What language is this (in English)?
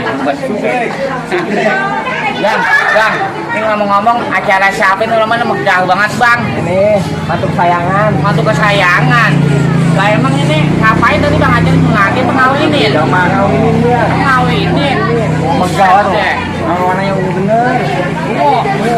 Betawi